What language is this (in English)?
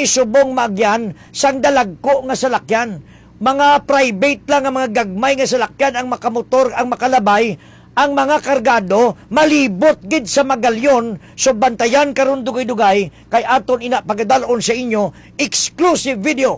Hiligaynon